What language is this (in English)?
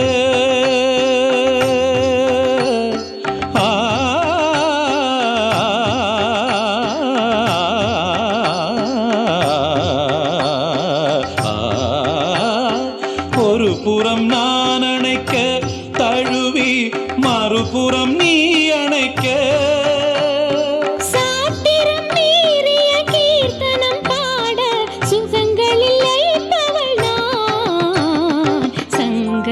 Tamil